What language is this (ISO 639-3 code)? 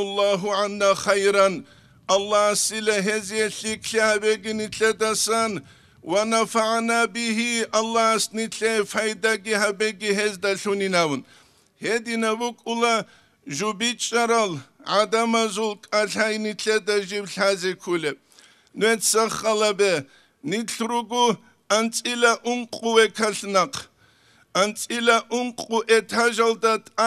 ava